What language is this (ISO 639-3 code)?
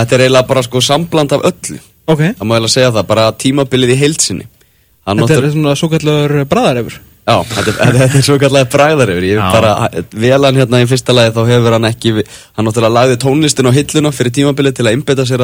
isl